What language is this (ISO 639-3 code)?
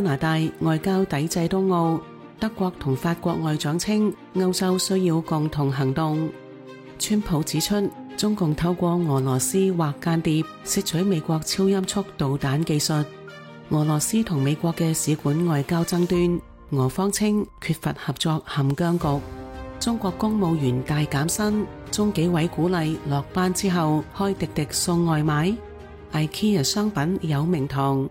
yue